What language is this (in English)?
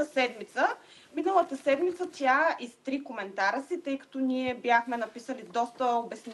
Bulgarian